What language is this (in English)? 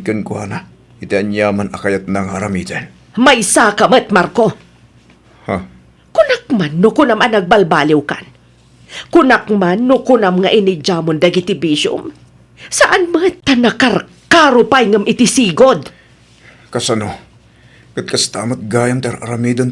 Iloko